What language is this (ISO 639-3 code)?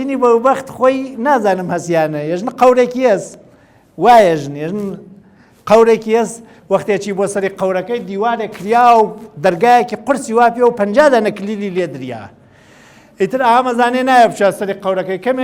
ckb